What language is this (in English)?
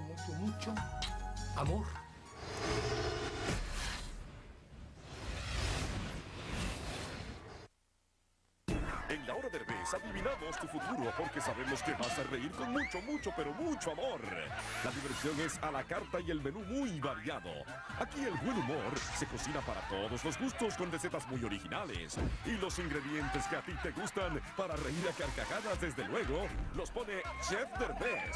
Spanish